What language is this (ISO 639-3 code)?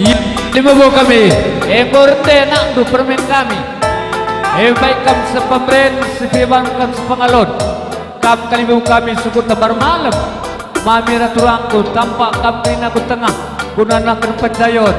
btx